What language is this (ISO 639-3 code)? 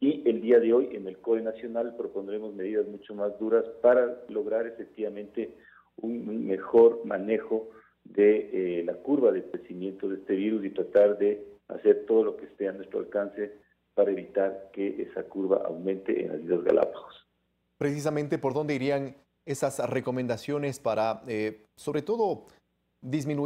spa